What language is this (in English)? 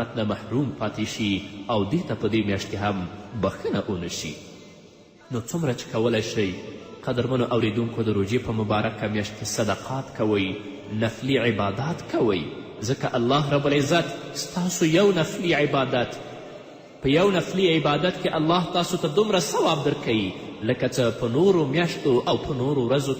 Pashto